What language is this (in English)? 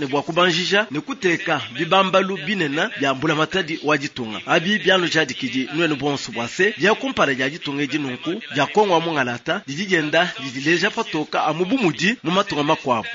Luba-Lulua